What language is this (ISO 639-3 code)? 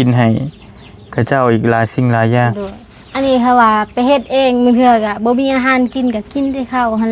tts